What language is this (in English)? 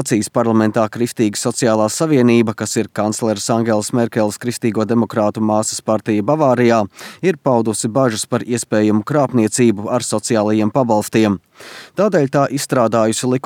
Latvian